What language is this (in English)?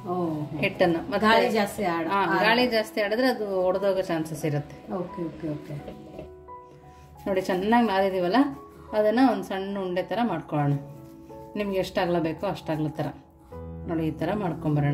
Kannada